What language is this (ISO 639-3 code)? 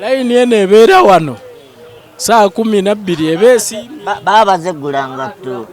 lug